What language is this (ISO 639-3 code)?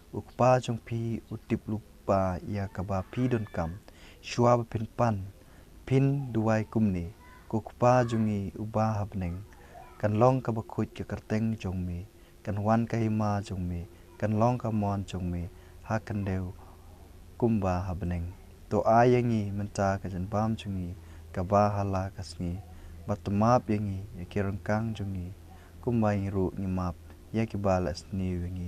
kha